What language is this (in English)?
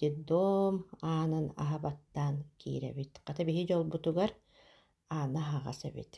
Yakut